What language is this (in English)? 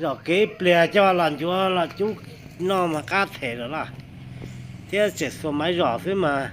Hmong